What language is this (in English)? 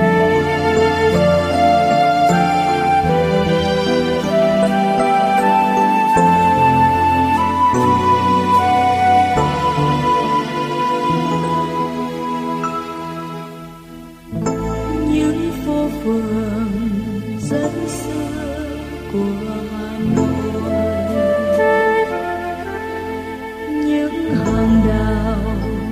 Vietnamese